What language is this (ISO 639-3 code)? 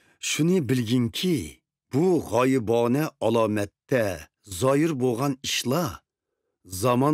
uig